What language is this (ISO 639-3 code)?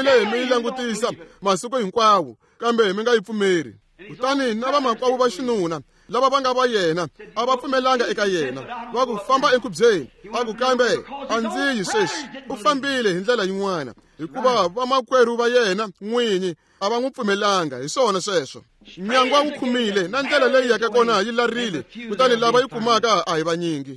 tso